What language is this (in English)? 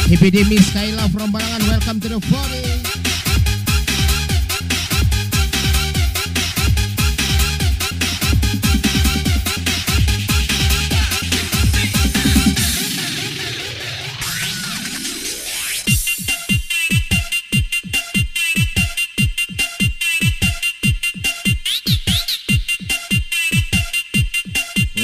Indonesian